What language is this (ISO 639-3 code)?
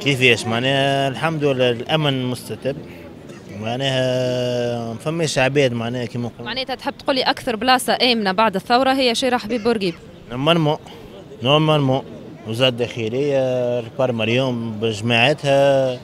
aeb